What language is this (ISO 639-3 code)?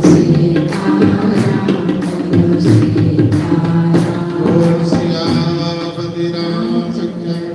doi